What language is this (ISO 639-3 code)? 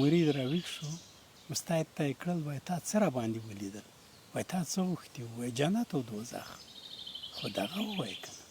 pus